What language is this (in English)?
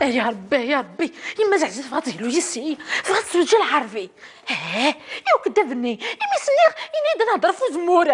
Kabyle